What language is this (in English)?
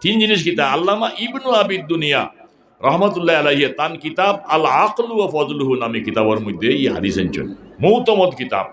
Sylheti